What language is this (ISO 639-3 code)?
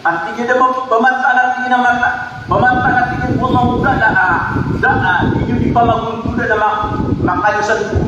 mrw